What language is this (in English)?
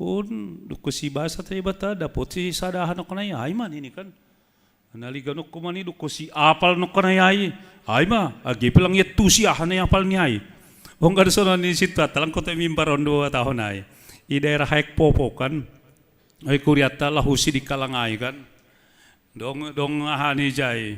Batak Simalungun